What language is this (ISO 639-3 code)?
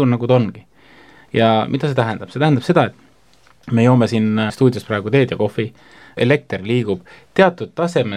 est